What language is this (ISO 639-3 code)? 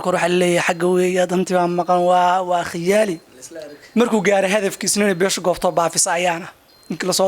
som